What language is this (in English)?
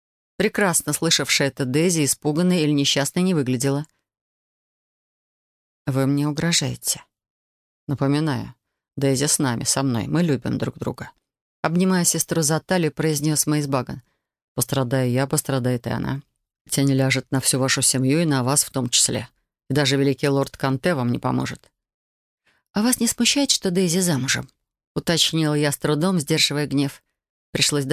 Russian